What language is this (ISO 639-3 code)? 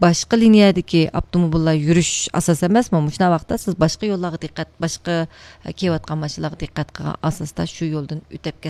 uig